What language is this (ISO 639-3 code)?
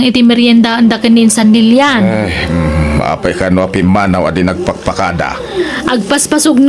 ilo